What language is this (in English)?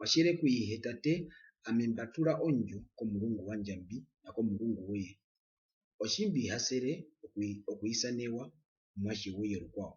Herero